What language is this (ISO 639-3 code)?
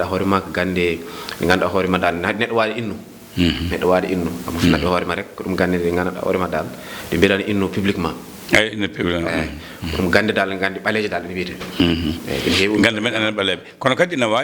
ful